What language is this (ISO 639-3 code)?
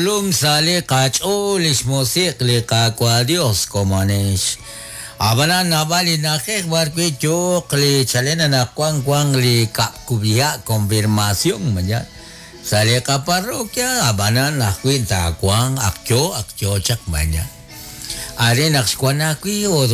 kek